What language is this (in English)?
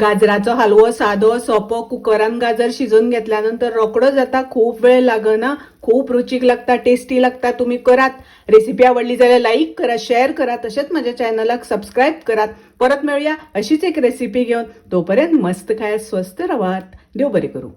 Konkani